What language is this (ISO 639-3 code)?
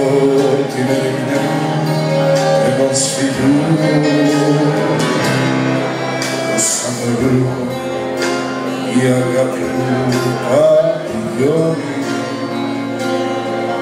ell